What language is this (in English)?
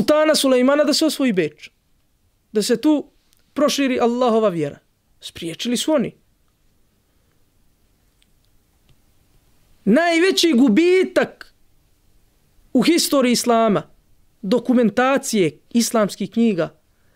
Bosnian